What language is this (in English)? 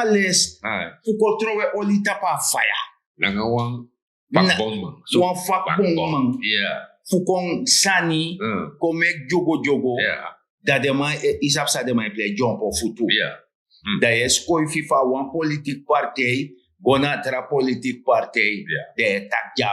Sranan Tongo